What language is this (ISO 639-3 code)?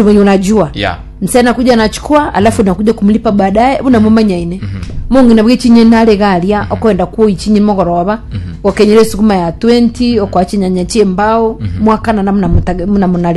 guz